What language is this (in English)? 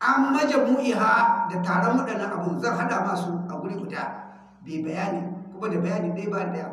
Hausa